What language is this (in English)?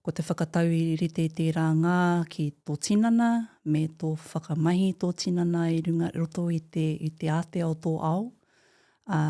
Māori